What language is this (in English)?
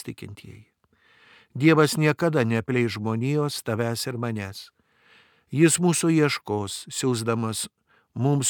Lithuanian